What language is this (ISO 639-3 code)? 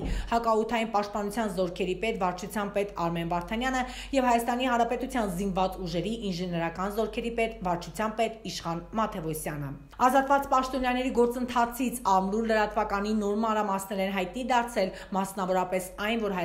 hye